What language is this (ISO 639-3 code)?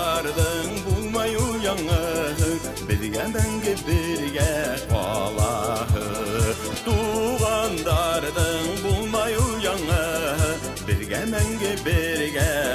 bak